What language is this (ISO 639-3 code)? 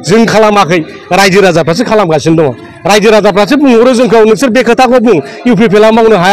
brx